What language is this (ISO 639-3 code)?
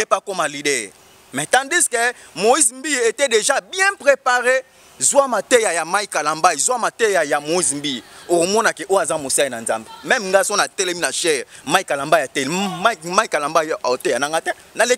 lin